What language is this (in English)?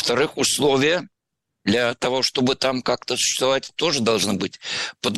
Russian